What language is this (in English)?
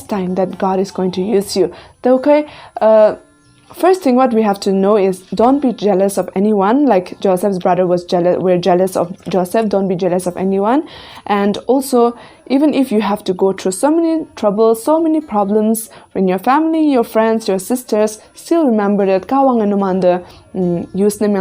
Konyak Naga